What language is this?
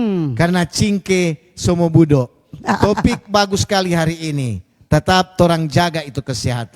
Manado Malay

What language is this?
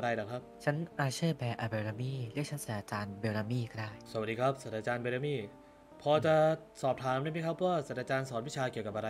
Thai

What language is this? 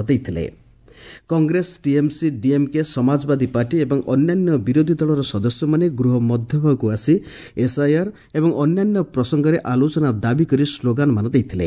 Odia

